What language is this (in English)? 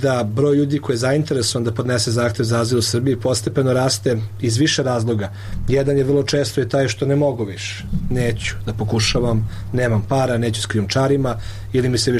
Serbian